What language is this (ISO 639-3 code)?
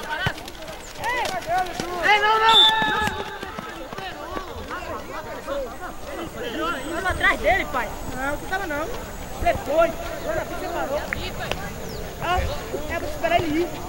por